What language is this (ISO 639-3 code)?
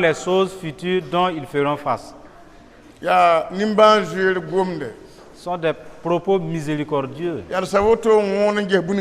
mos